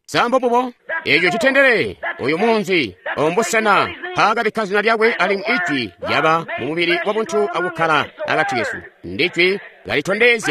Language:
Tonga (Zambia)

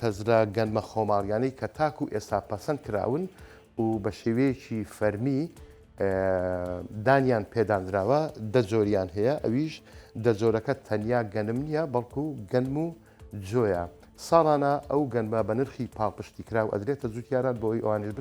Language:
Central Kurdish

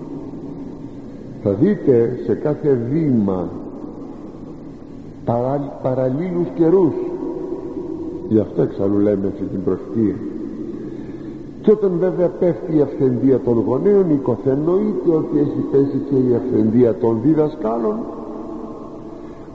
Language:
Greek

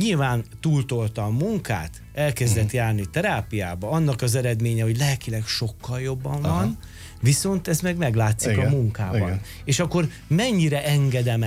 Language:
Hungarian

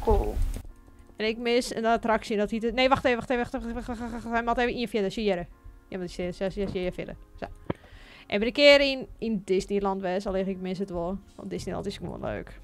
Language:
Western Frisian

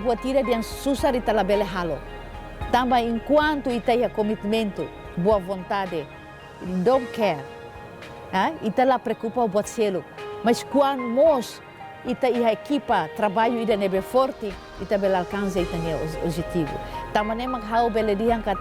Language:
Tetum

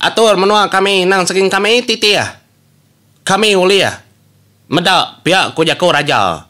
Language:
Iban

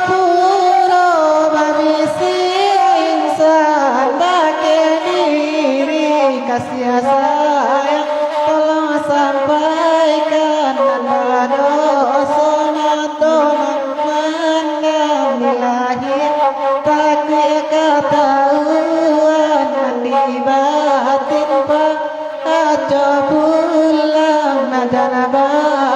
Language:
Minangkabau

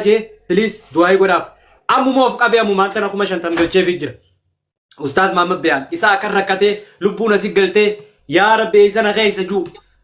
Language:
Oromo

